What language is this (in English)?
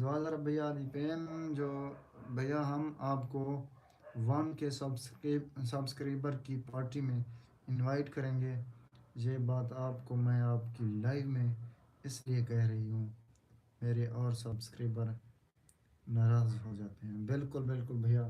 Saraiki